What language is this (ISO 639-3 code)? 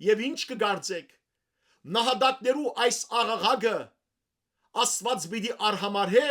hyw